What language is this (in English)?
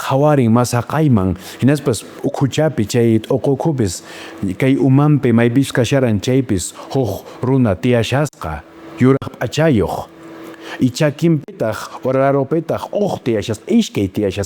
Quechua